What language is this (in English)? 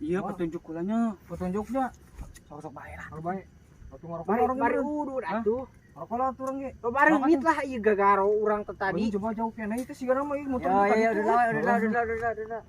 Sundanese